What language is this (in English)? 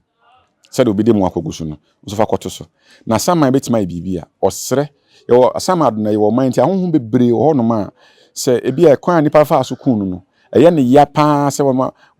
Akan